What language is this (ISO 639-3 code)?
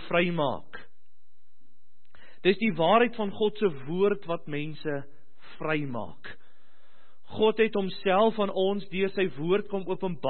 afr